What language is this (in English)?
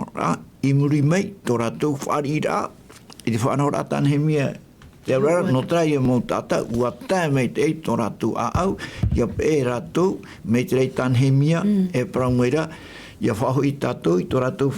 Tahitian